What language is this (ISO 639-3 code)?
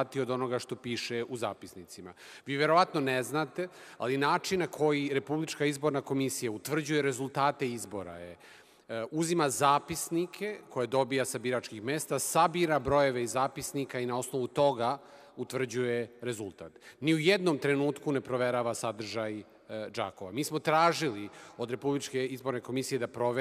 srp